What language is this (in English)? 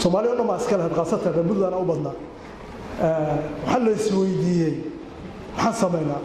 Somali